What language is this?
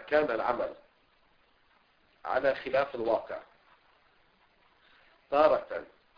Arabic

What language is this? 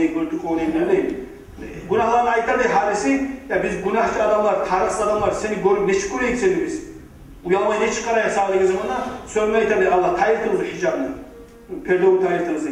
Kumyk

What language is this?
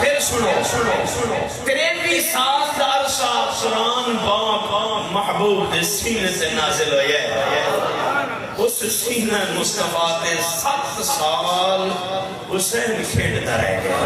Saraiki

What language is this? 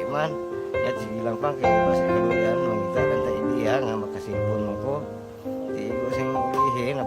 Hiligaynon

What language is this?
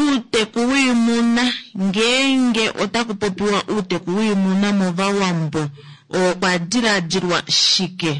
Kuanyama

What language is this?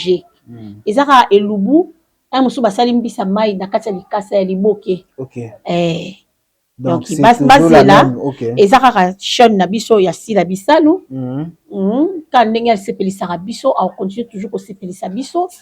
Lingala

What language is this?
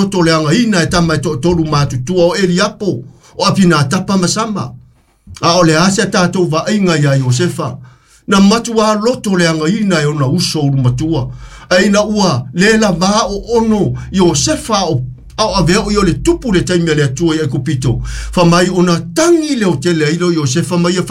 Samoan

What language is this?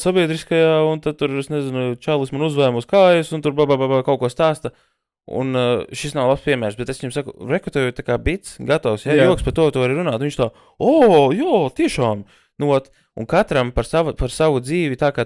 Latvian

